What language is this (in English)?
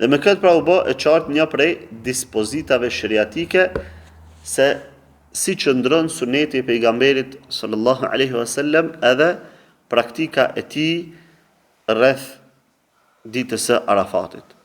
Albanian